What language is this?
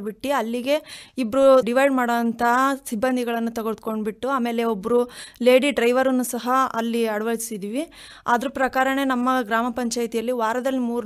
Kannada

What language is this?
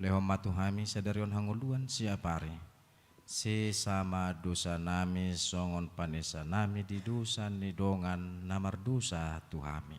Batak Toba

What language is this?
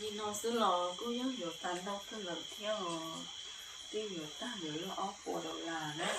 Hmong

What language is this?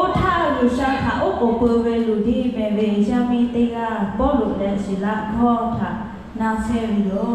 Lahu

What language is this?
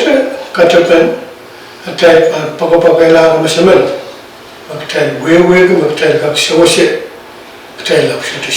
Pohnpeian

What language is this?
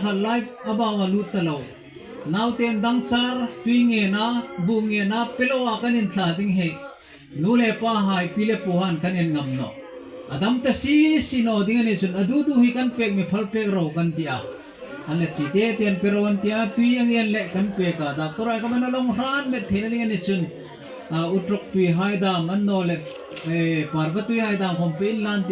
Hmar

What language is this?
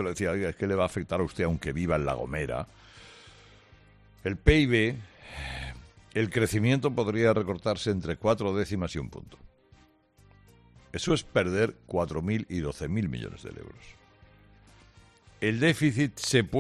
Spanish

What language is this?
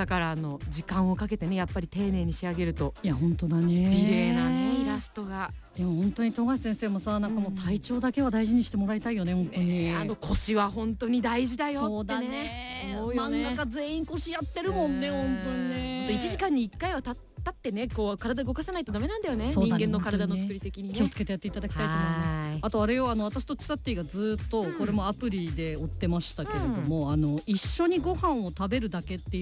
Japanese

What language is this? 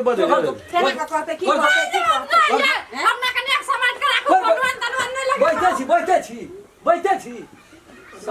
Maithili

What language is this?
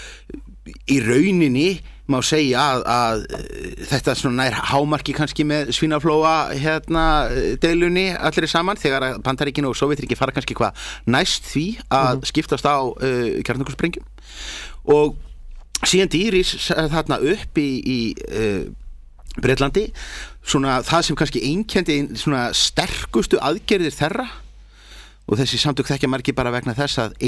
Icelandic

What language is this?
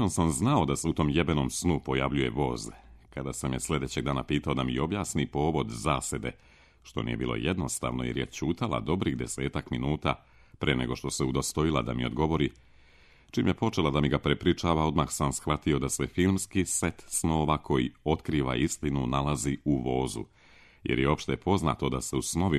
Serbian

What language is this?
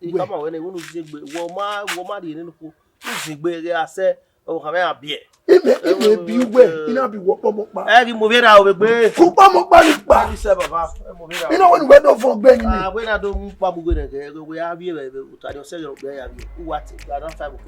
Bini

